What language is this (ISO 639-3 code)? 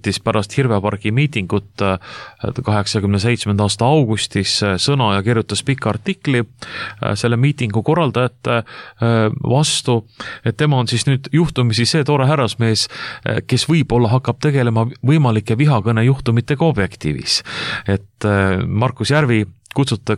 est